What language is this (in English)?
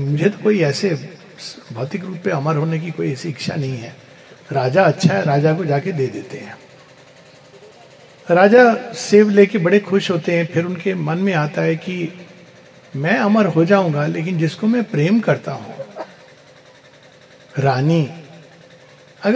Hindi